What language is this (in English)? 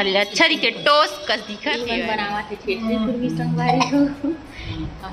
Chhattisgarhi